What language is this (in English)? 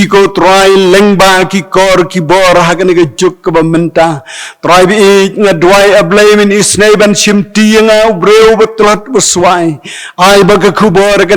Khasi